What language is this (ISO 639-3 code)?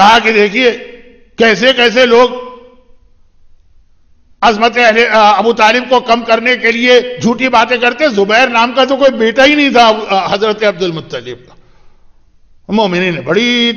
urd